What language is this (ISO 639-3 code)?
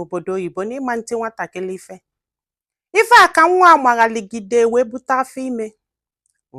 ibo